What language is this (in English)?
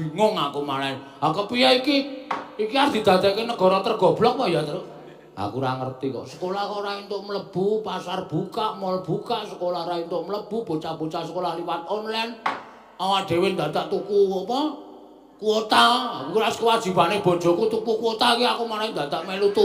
Javanese